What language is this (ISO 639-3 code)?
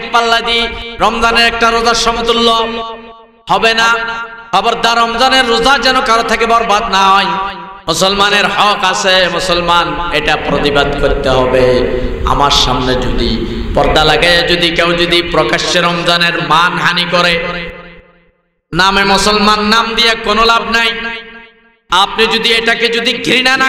ben